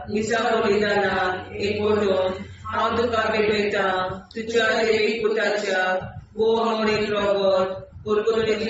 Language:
Konkani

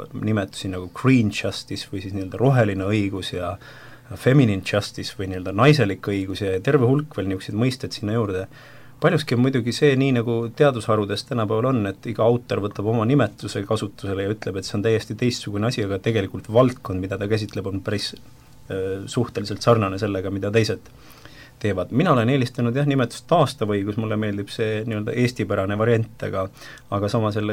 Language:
Estonian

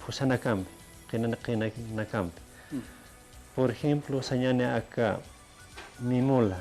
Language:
Aymara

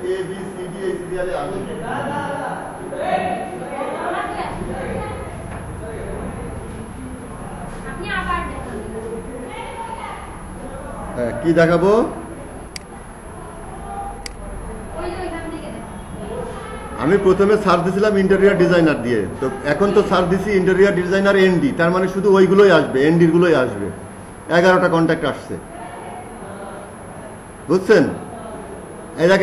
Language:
Bangla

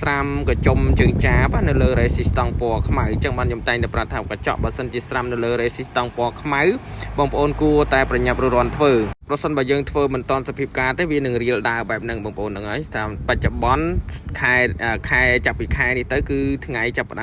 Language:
Khmer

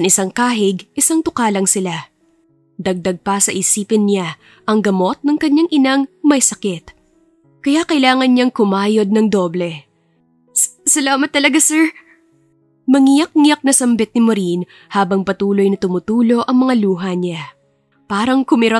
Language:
Filipino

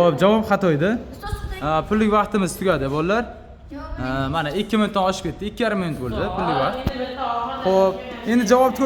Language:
Uzbek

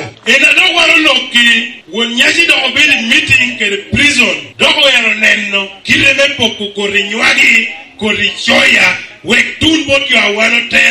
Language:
Lango (Uganda)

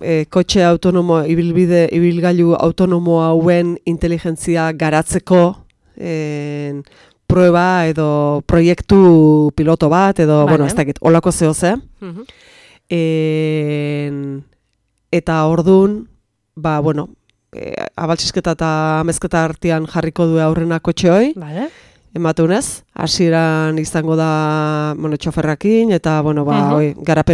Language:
Basque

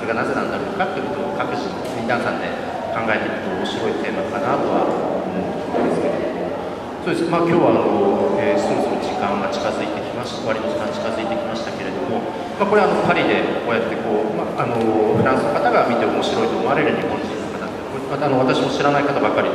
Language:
Japanese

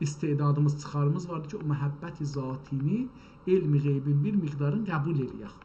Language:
South Azerbaijani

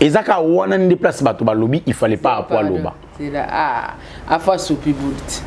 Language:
Lingala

